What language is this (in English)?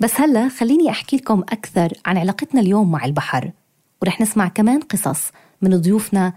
North Levantine Arabic